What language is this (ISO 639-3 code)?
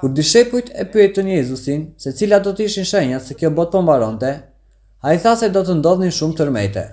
sqi